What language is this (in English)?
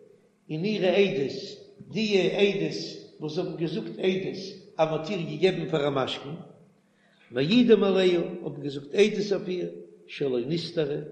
Yiddish